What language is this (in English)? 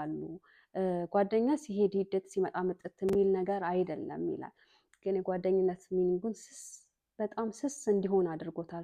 Amharic